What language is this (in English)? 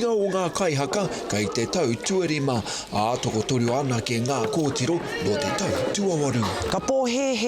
Māori